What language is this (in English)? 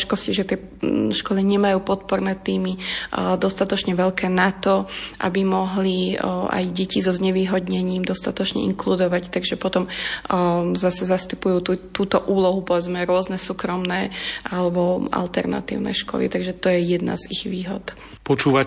Slovak